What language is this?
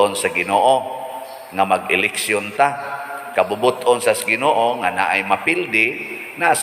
Cebuano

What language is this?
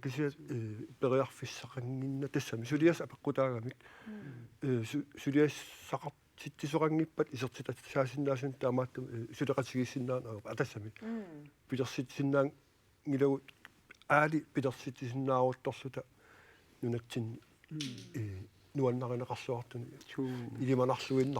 Kalaallisut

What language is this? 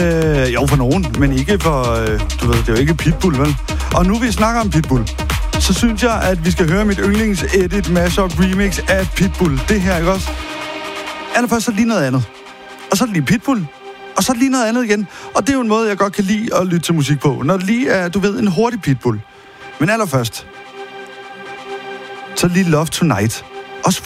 Danish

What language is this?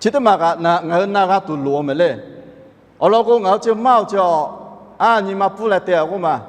Lahu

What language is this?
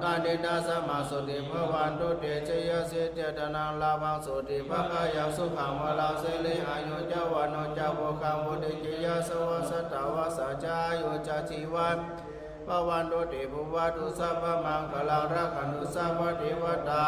Pali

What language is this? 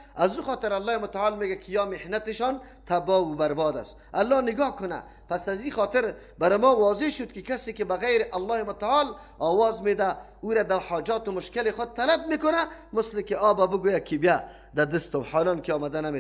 Persian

